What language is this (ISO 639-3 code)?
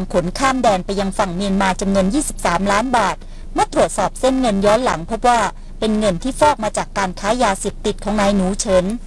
tha